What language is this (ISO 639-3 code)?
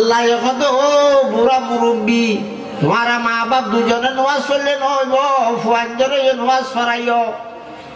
rhg